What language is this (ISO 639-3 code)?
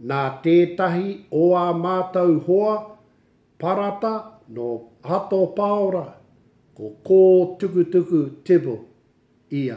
mri